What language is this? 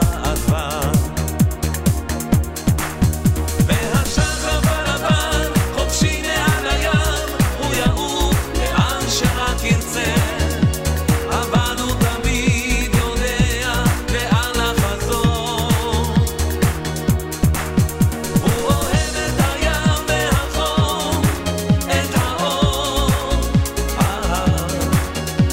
Hebrew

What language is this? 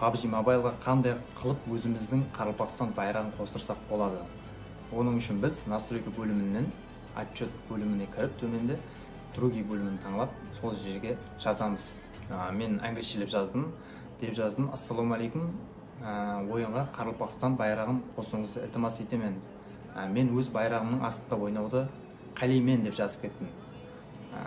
Kara-Kalpak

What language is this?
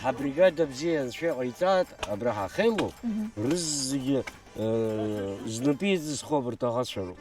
Abkhazian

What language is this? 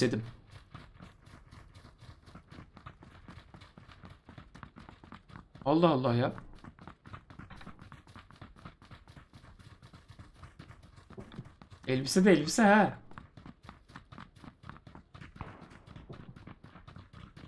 Turkish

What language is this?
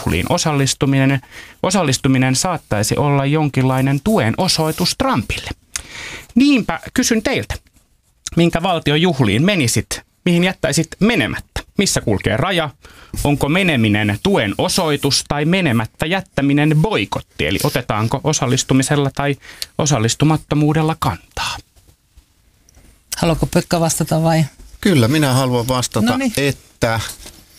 Finnish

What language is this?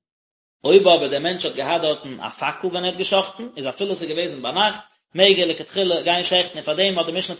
Yiddish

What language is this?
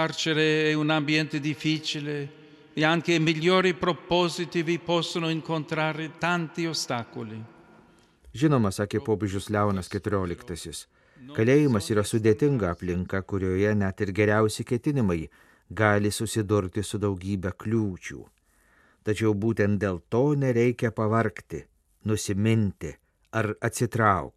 Lithuanian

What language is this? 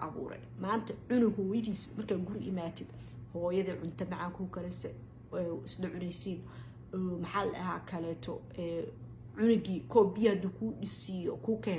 Somali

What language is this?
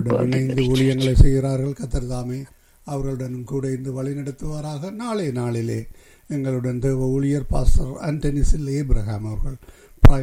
Tamil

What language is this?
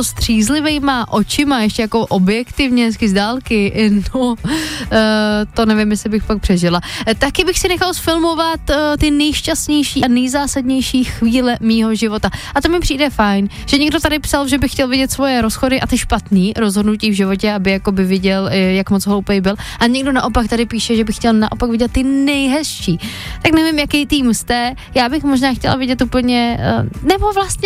Czech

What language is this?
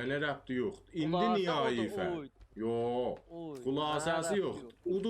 South Azerbaijani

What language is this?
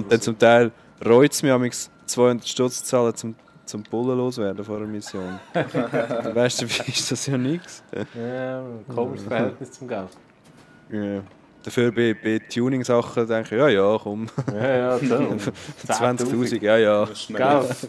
Swiss German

